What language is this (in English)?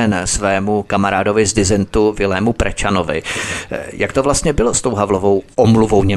Czech